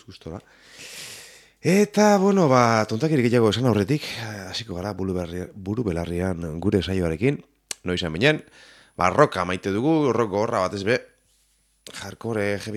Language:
Basque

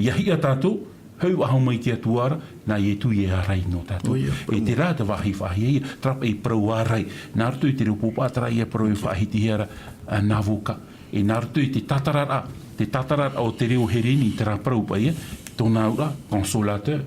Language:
Tahitian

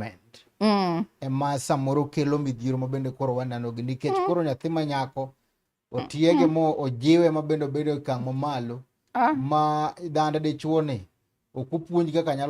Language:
Luo (Kenya and Tanzania)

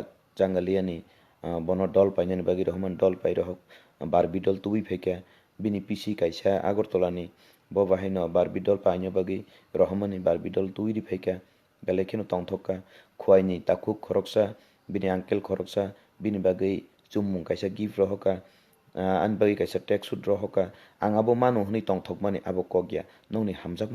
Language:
Kok Borok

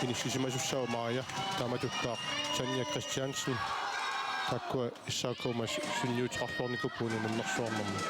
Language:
Kalaallisut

